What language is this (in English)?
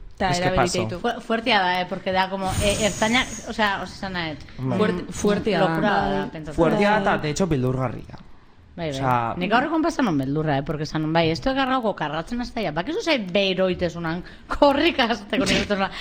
Basque